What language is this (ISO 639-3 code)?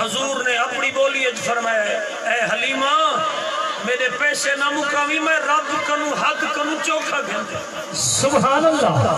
skr